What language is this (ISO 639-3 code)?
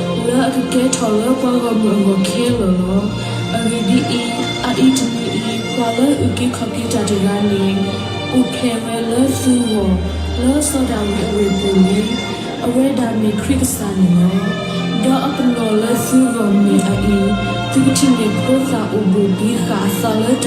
ksw